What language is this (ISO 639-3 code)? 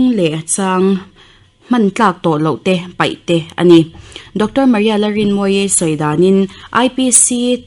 lus